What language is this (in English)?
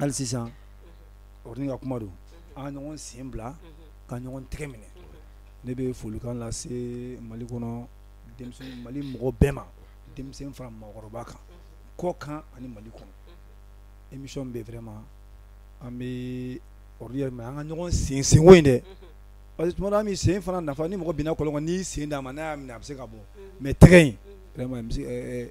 Bambara